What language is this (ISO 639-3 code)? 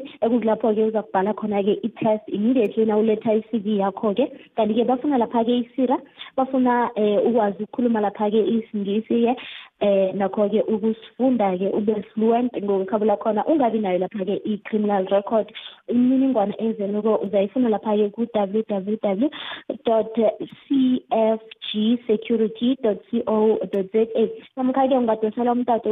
nbl